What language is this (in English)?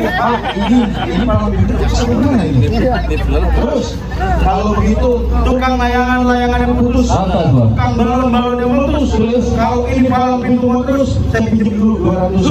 Betawi